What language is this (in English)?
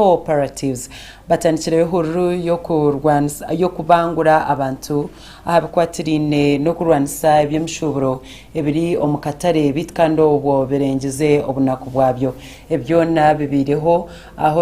Nyankole